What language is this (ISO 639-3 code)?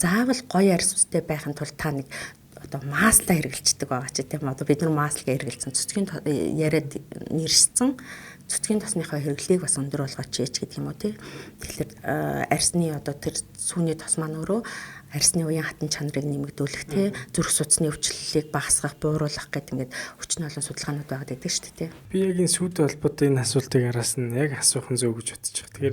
mon